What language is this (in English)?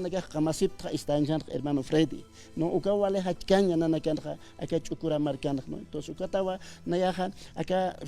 Aymara